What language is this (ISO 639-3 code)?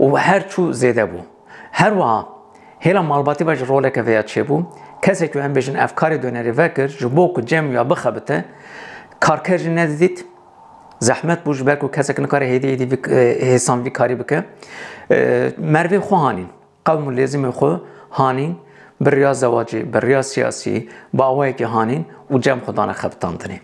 kur